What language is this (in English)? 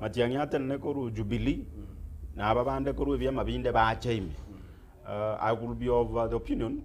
Gusii